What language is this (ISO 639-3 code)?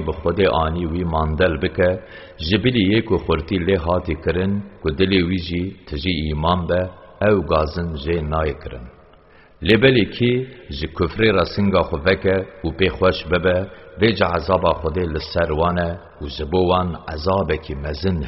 kur